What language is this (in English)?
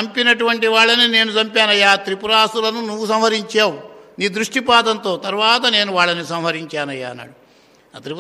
Telugu